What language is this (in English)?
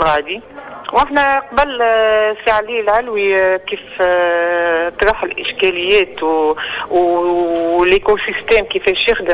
Tunisian Arabic